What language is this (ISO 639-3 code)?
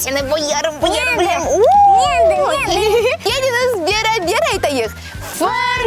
crh